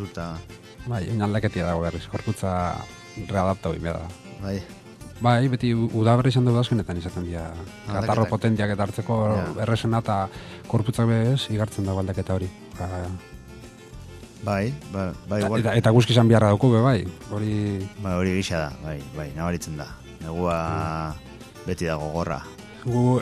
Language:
Basque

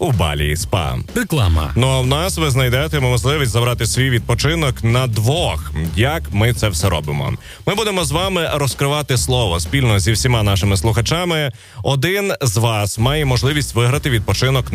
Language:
Ukrainian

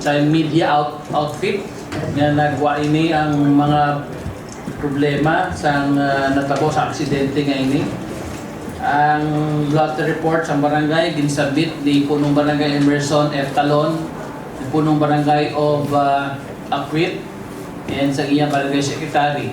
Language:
Hiligaynon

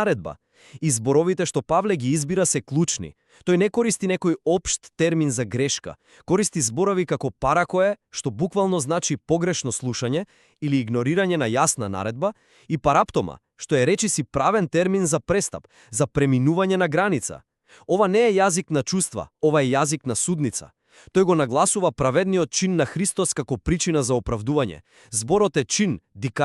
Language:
Macedonian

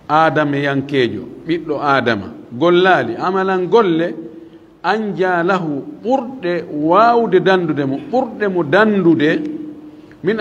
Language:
Fula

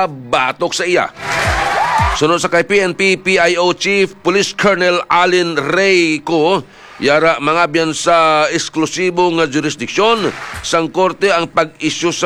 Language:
Hiligaynon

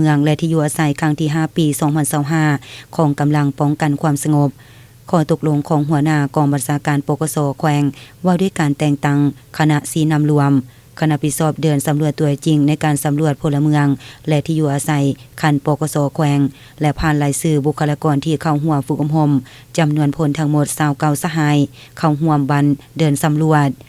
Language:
Lao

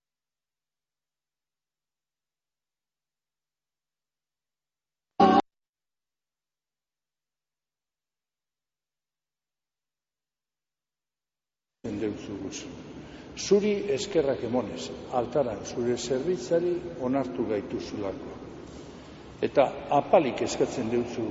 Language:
Basque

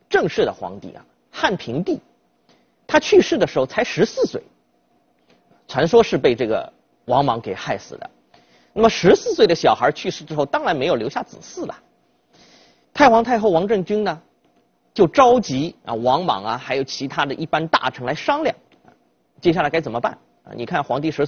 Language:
Chinese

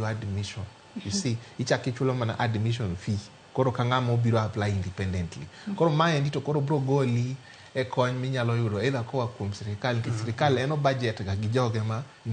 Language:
Luo (Kenya and Tanzania)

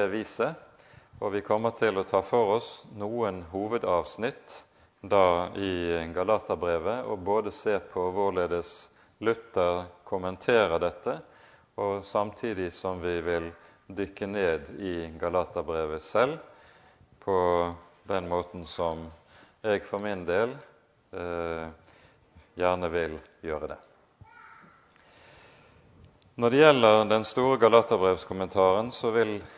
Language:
Norwegian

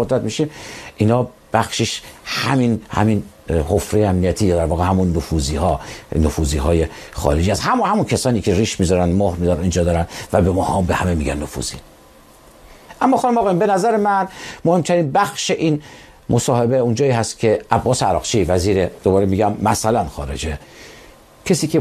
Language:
Persian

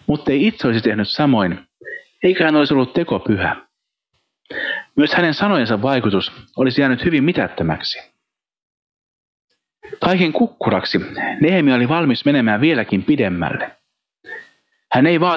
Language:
Finnish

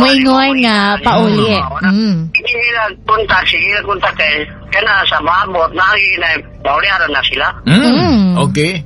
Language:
Cebuano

